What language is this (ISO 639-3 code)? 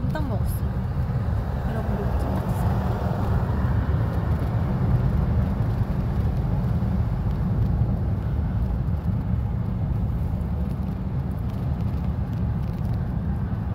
kor